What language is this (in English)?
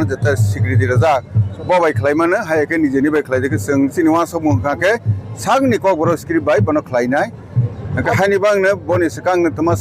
Kok Borok